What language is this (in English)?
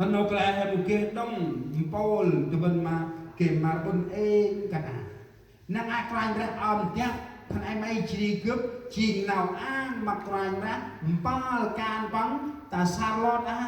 Central Mnong